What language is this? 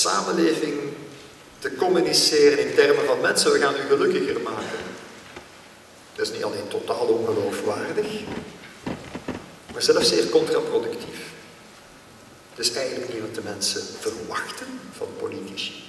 Dutch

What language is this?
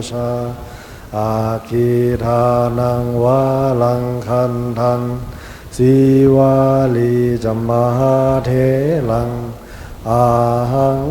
Pali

